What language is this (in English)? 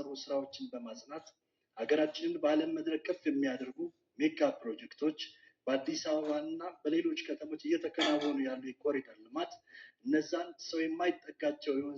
Amharic